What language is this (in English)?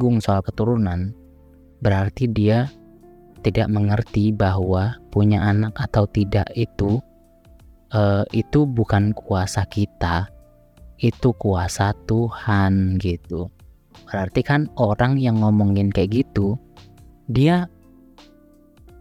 Indonesian